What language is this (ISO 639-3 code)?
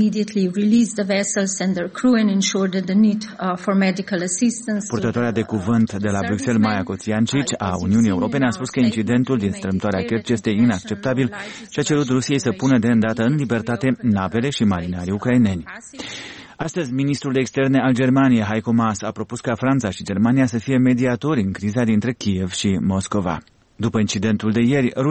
ron